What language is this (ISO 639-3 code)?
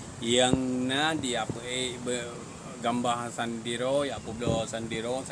ace